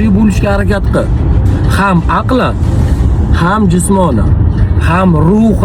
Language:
Uzbek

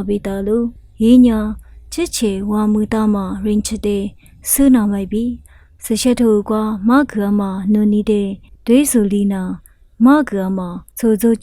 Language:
Lisu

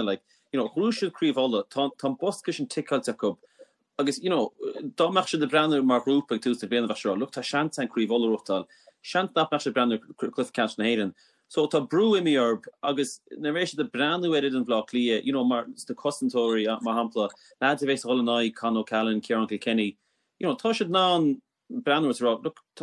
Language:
Irish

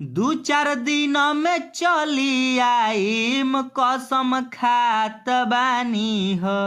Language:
Bhojpuri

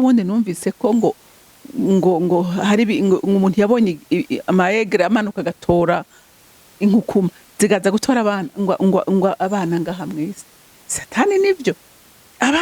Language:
Rundi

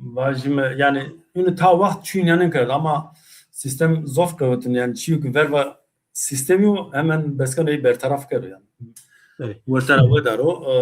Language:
Zaza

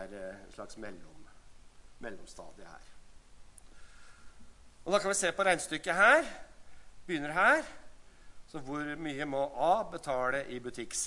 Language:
Norwegian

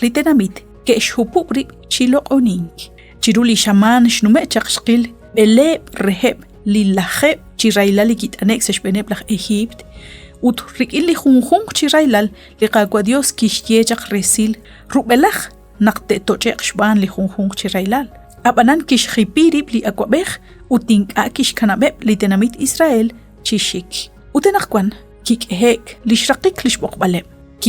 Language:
Kekchí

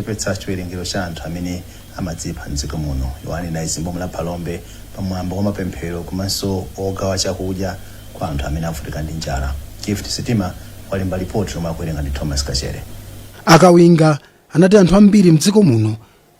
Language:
Nyanja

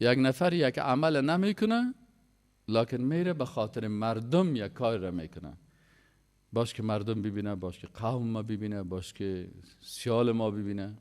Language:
Persian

